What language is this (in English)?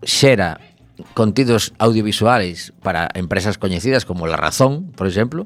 Galician